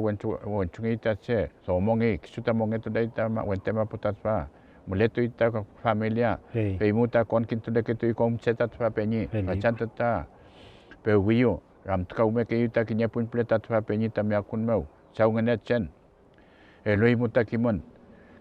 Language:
Mapuche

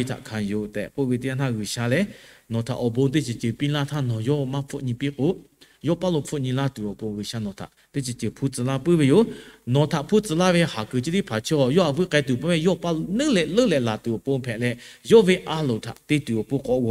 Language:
Lahu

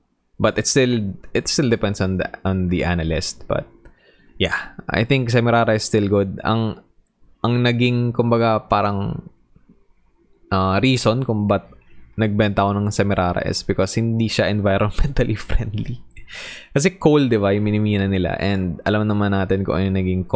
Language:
Filipino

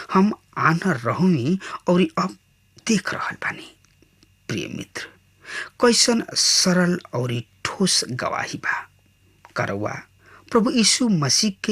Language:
Bhojpuri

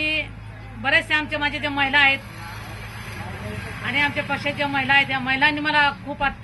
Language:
Marathi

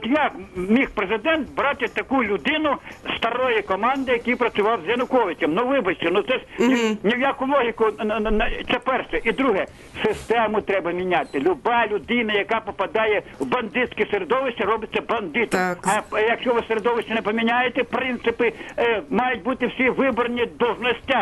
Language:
Ukrainian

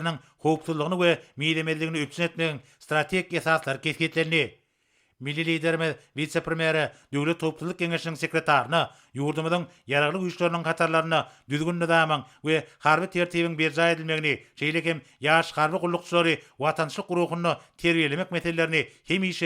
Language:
Turkmen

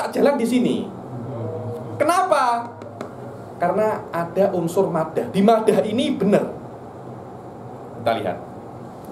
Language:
Indonesian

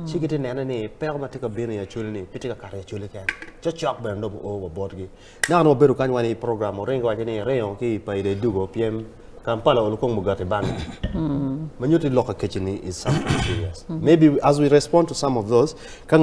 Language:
Acoli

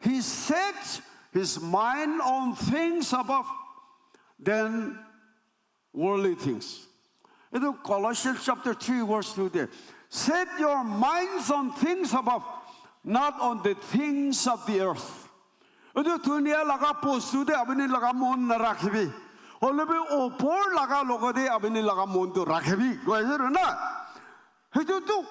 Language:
Naga Pidgin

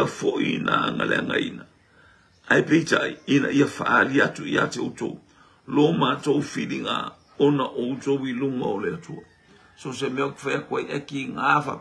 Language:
Samoan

